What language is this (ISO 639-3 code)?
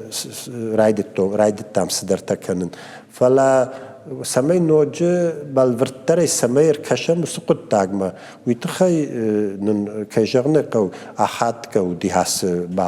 oss